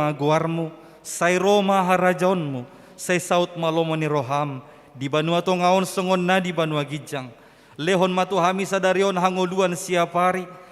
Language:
Batak Toba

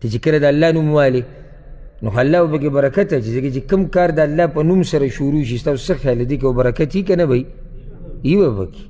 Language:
Pashto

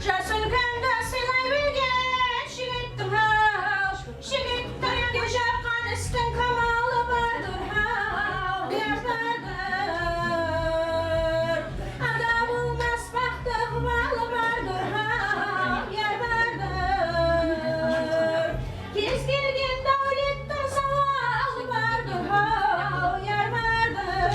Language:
Kara-Kalpak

